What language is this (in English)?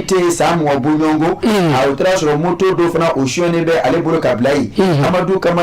Bambara